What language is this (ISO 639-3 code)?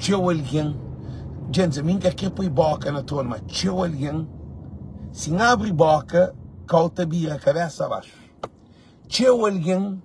kea